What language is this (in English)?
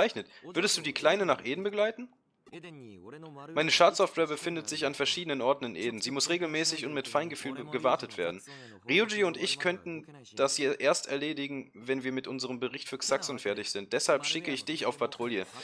German